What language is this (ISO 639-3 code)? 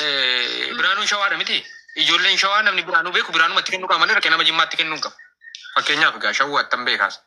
orm